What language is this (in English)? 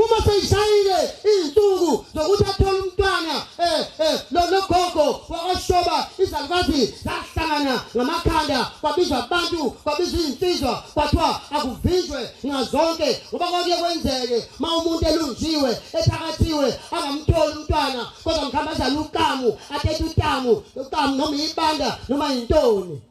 Zulu